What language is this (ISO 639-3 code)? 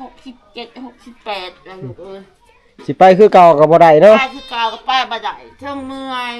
tts